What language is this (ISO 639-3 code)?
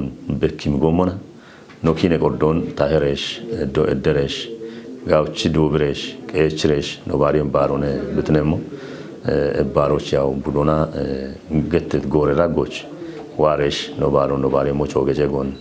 kbr